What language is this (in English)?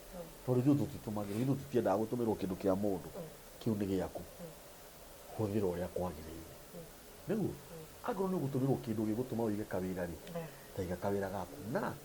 Kikuyu